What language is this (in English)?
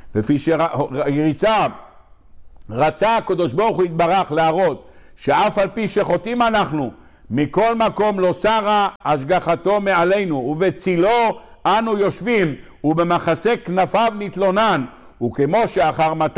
Hebrew